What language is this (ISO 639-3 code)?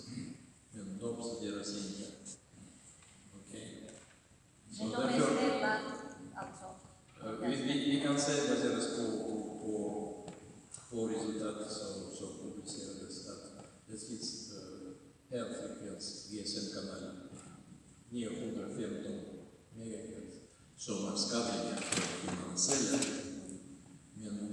swe